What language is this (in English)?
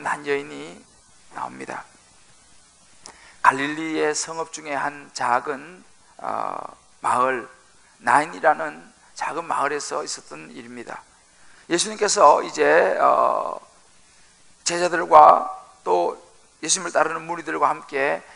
Korean